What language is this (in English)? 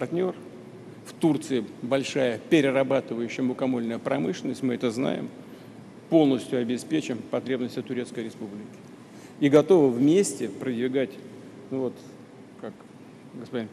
Russian